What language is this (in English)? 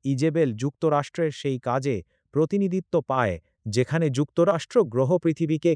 Bangla